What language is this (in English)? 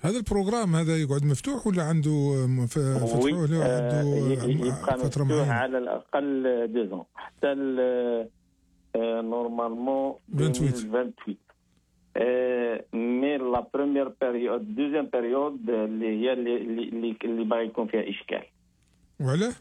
Algerian Arabic